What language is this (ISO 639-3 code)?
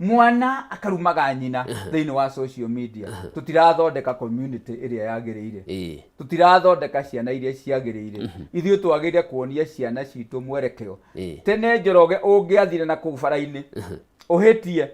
kik